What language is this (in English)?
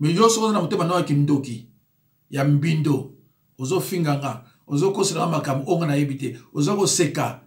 Lingala